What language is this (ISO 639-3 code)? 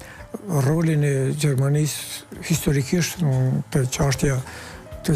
sqi